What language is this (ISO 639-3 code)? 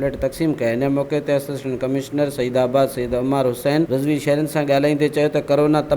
snd